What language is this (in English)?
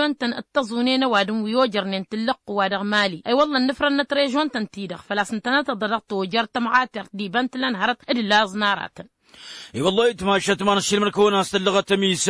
Tamasheq